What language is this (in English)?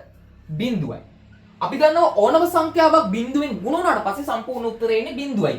Sinhala